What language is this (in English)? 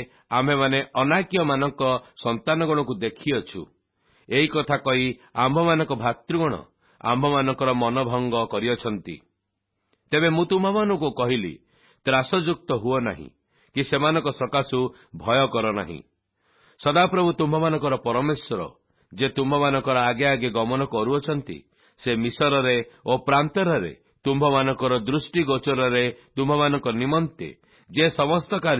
Odia